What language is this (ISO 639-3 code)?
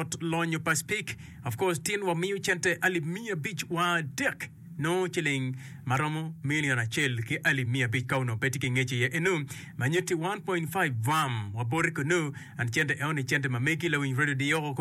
ach